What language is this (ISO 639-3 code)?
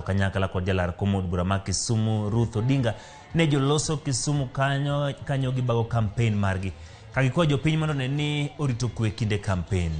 luo